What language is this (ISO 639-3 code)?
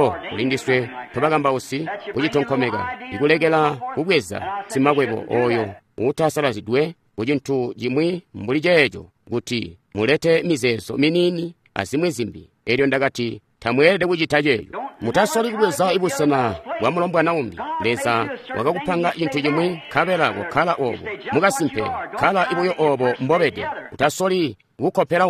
toi